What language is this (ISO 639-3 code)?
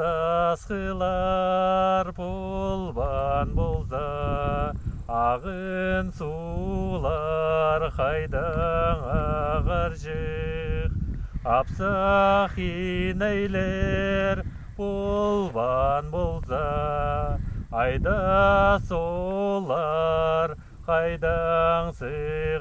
kjh